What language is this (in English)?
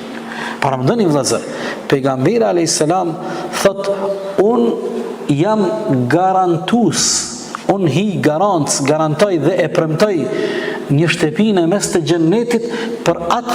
Albanian